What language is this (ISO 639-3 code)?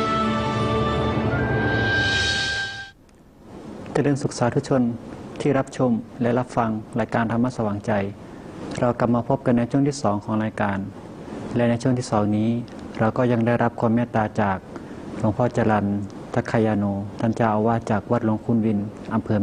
tha